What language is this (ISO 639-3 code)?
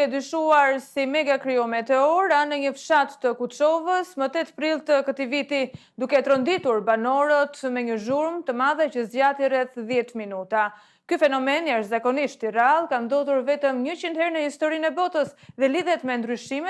sqi